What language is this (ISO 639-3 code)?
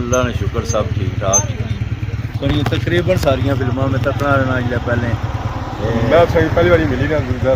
phr